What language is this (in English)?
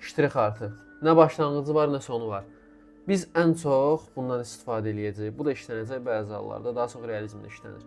Azerbaijani